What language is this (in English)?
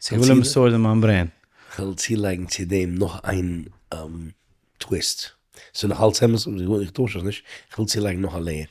Yiddish